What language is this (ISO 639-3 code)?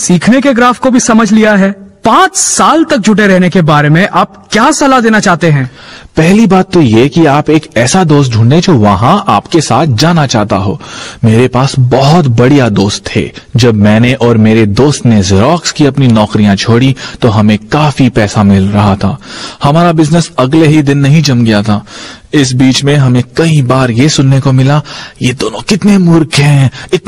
hin